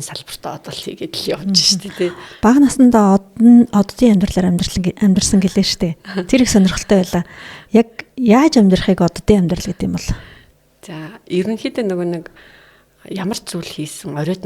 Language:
Mongolian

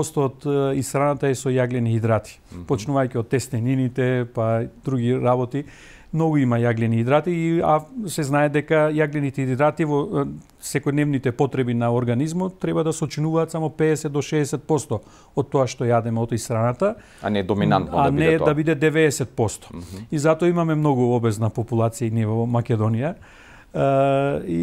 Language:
Macedonian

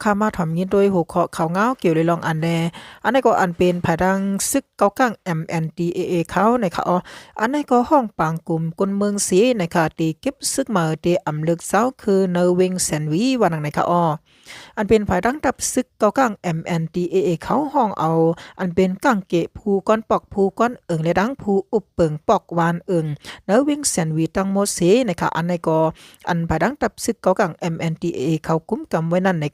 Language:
Shan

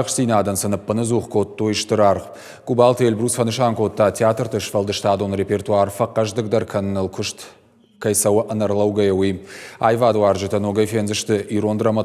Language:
Ossetic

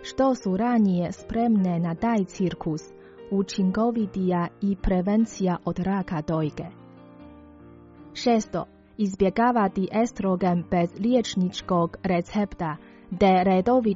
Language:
Croatian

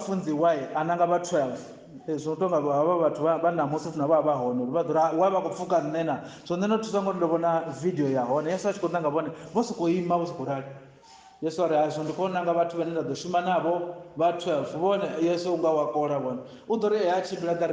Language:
Venda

